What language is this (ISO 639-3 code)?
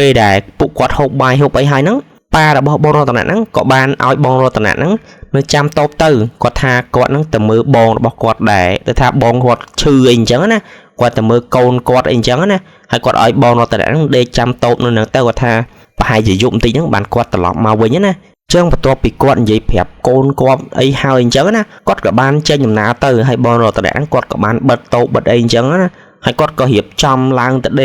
khm